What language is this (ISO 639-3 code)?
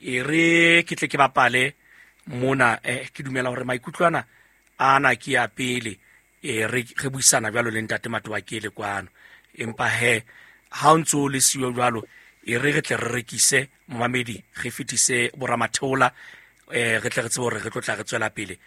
sot